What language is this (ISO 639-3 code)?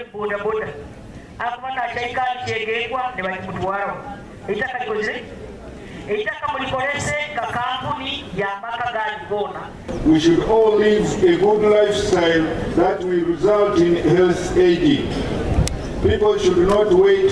nyn